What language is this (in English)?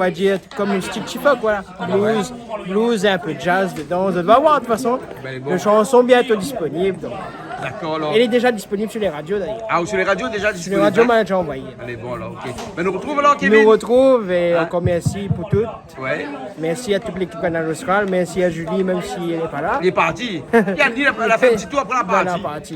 Réunion Creole French